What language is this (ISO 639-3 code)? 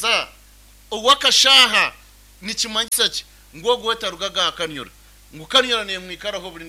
nyn